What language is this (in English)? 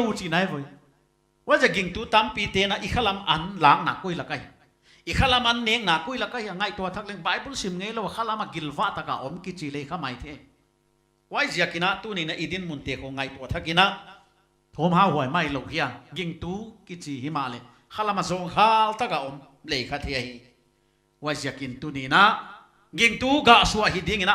Paite Chin